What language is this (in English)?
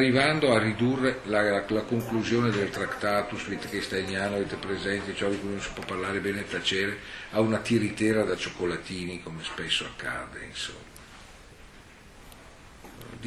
Italian